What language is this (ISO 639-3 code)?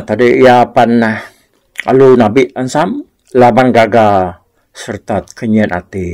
iba